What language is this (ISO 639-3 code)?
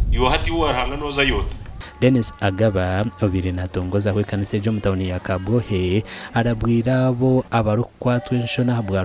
nyn